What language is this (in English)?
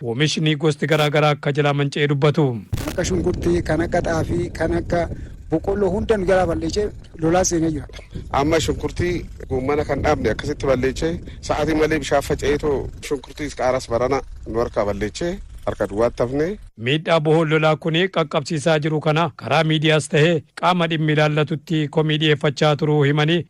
Oromo